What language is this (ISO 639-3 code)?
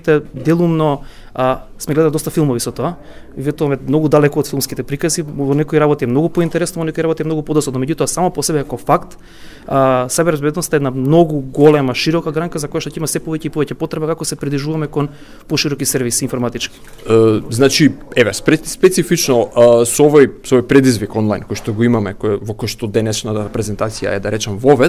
mkd